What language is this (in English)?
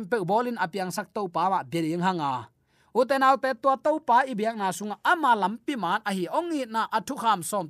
Tedim Chin